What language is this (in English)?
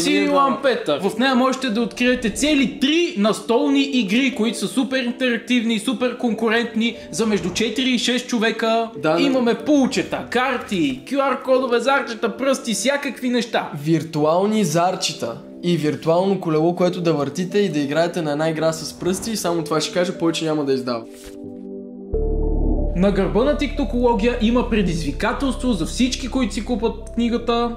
Bulgarian